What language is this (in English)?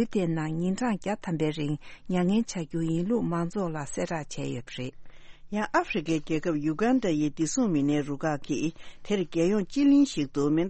Tibetan